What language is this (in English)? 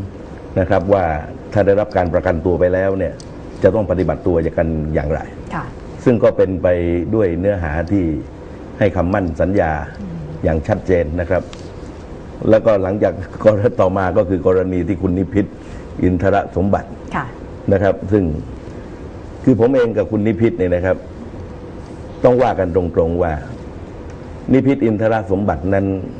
Thai